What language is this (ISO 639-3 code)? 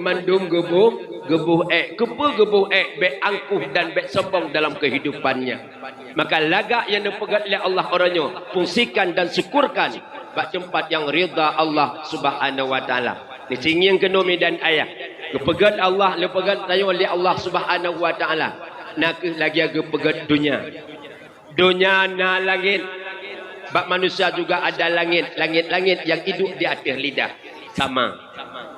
ace